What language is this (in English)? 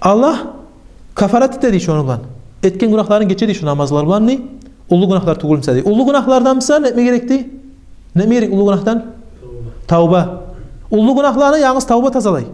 Kumyk